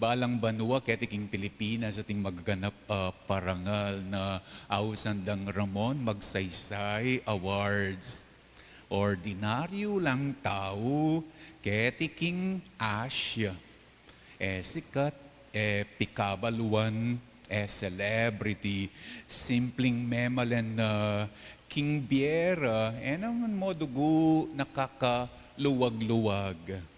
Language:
Pampanga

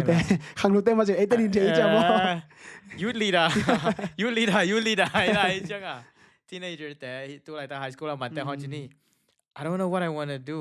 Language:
Tedim Chin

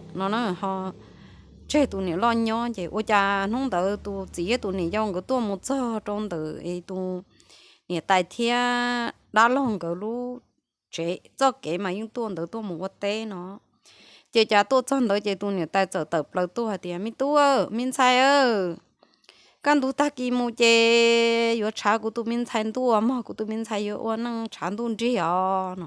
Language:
Hmong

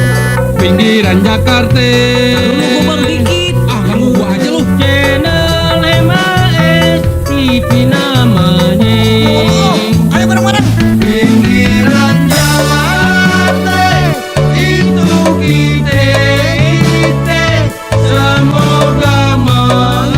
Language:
Betawi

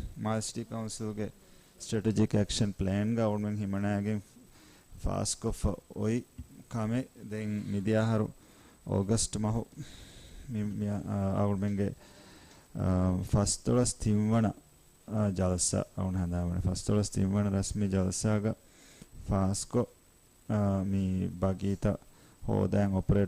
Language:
Divehi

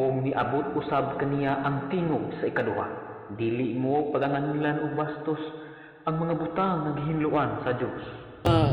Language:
Cebuano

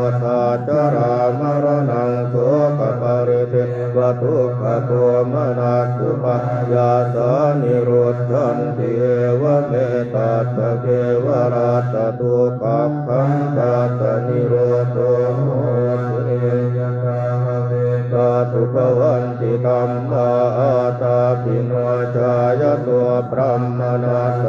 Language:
Pali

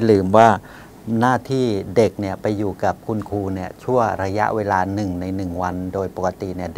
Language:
Thai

